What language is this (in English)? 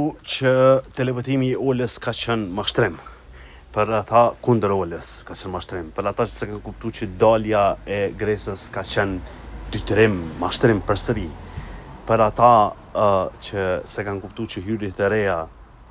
Albanian